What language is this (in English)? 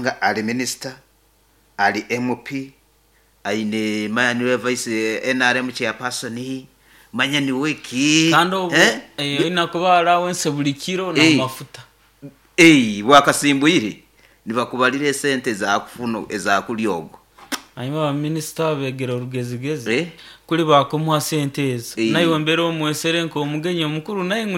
Nyoro